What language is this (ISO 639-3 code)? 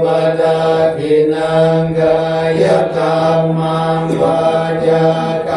pli